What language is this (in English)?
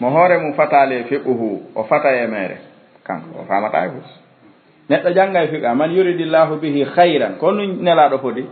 Fula